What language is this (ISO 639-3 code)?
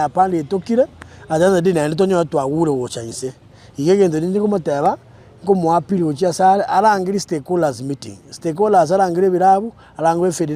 guz